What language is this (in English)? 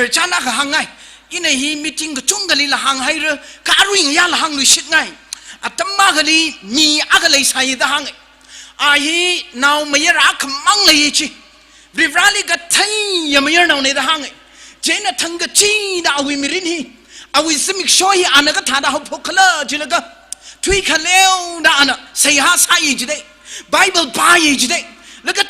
Tangkhul Naga (India)